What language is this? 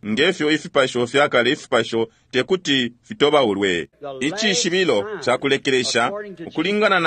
Bemba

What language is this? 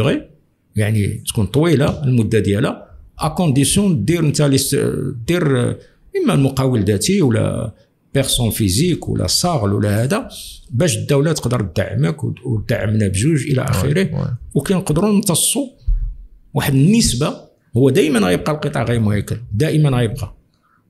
Moroccan Arabic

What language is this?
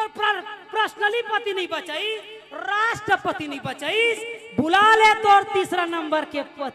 Chhattisgarhi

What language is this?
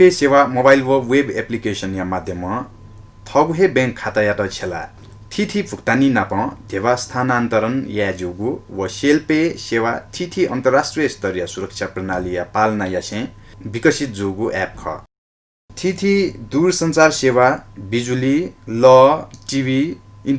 Newari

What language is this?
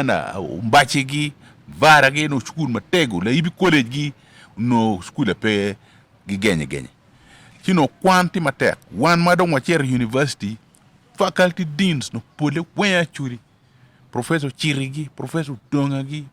Acoli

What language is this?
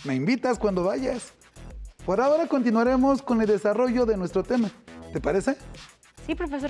Spanish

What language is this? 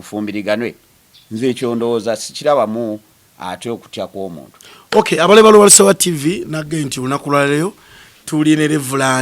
Ganda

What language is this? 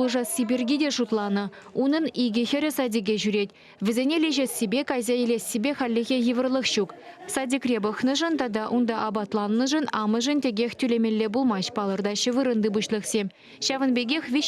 Chuvash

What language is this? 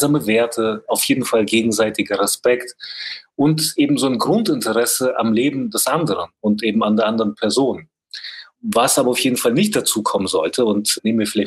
German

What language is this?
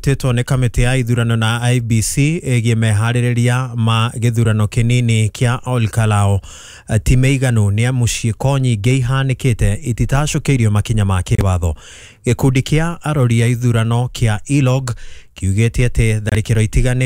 Kikuyu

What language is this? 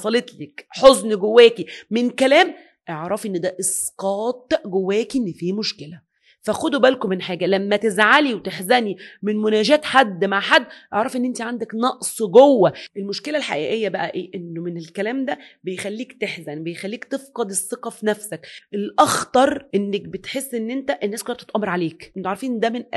Egyptian Arabic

